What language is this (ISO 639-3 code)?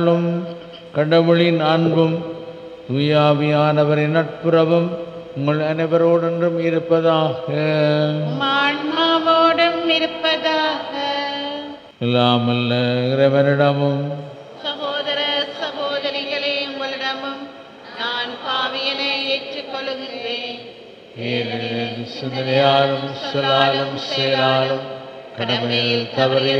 tam